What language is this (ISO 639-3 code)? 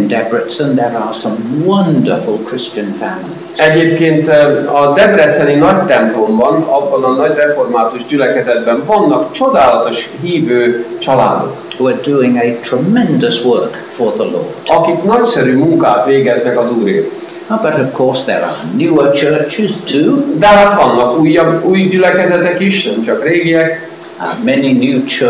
hun